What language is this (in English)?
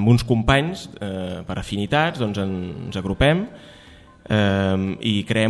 Catalan